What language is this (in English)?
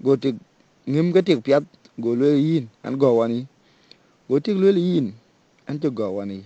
Dinka